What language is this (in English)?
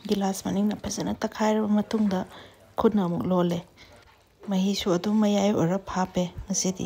Manipuri